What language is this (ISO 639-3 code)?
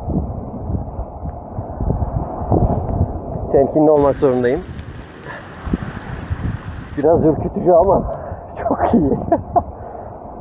tur